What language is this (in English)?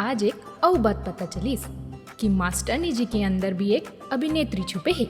Chhattisgarhi